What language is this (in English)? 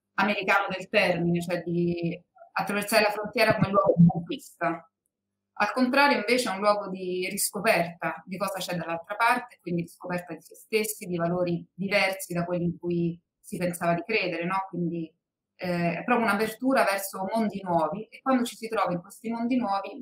Italian